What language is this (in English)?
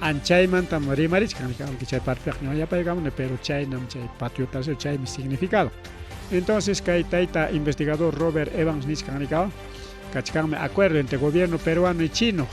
Ayacucho Quechua